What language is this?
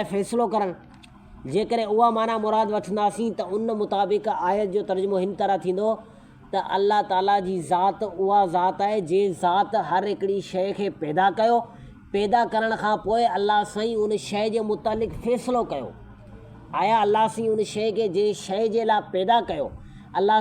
Sindhi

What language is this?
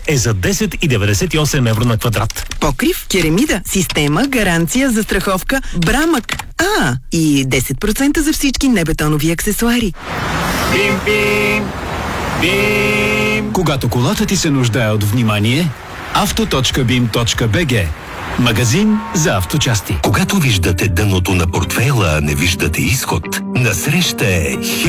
Bulgarian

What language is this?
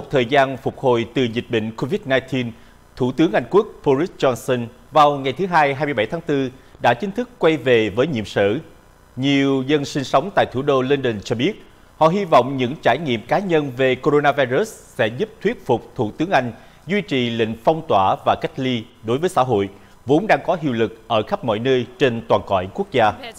Vietnamese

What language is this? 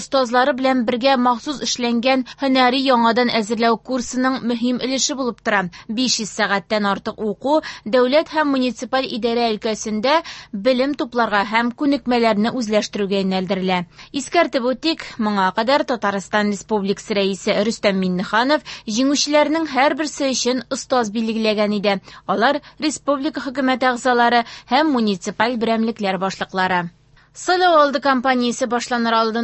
Tatar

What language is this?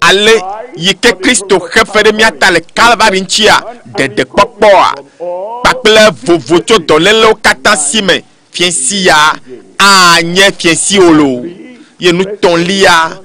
Ewe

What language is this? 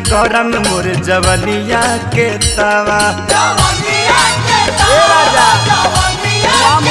Bhojpuri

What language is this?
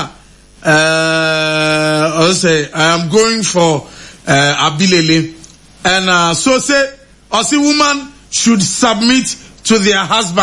Akan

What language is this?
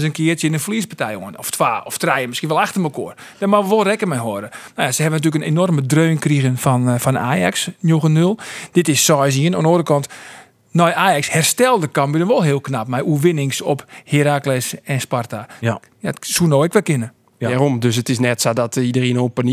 Western Frisian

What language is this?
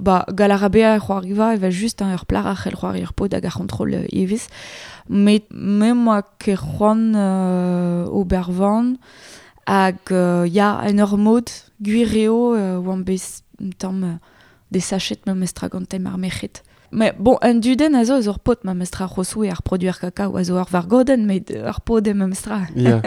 Breton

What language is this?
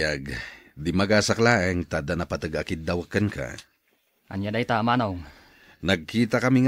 Iloko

